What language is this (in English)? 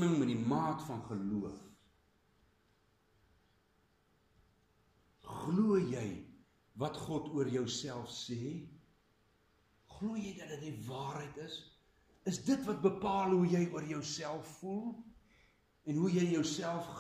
Afrikaans